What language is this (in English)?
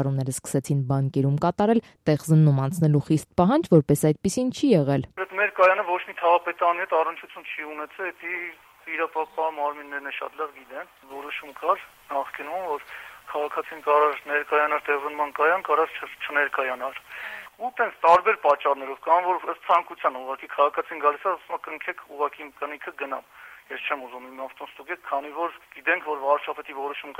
Armenian